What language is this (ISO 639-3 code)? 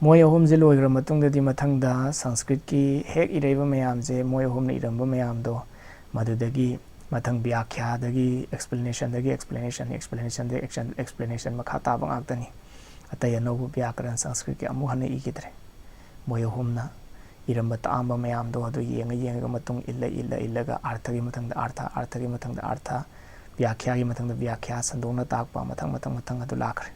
mni